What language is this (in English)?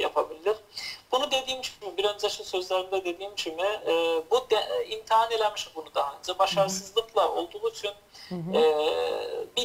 South Azerbaijani